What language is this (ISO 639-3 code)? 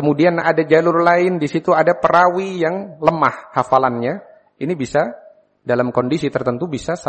ind